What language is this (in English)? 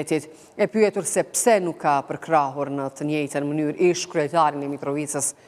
Albanian